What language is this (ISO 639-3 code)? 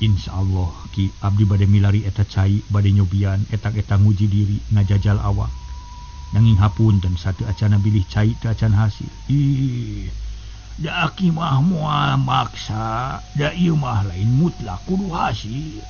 sun